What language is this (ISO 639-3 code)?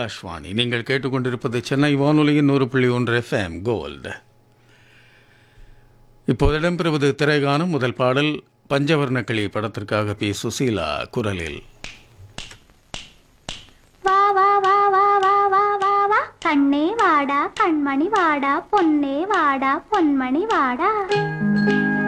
tam